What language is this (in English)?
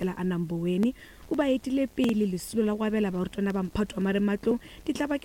Northern Sotho